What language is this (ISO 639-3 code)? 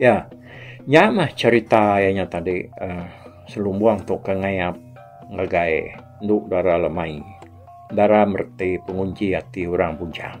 iba